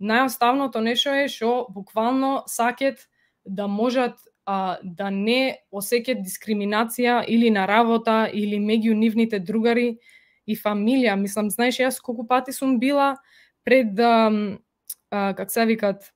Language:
Macedonian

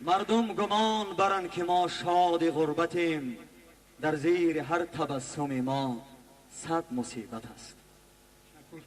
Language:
Tajik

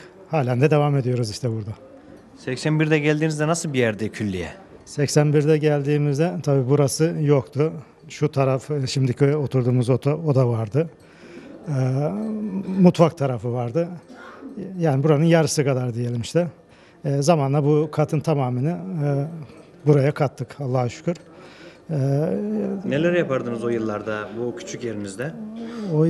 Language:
Turkish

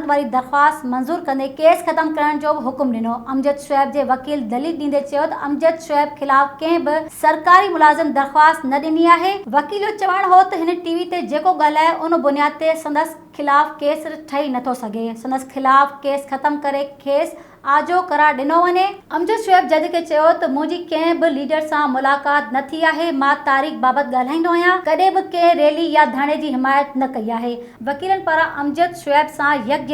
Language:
Sindhi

